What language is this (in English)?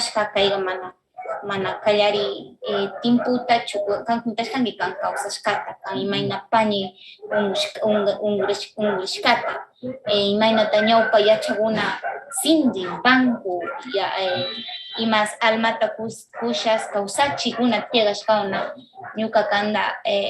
Northern Pastaza Quichua